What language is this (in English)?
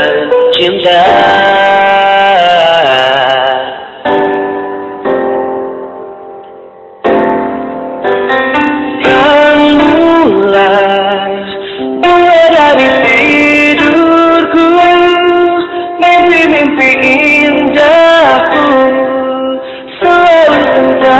Indonesian